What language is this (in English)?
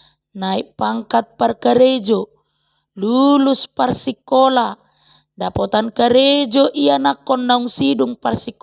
Batak Toba